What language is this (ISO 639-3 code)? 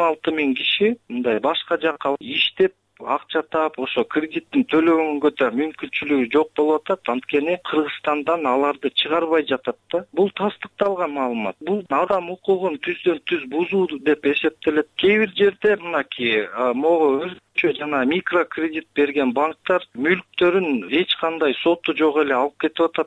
kir